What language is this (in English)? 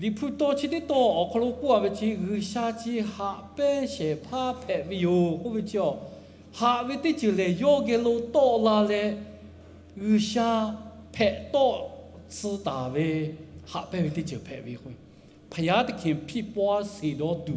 Lahu